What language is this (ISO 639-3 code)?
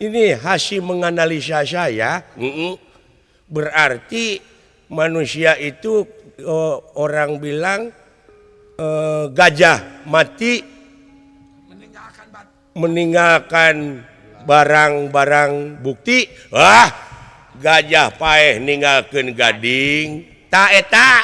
sun